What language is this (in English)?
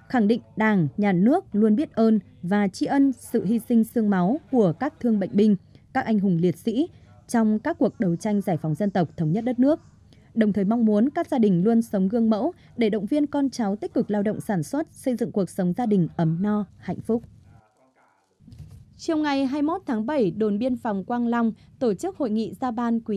Vietnamese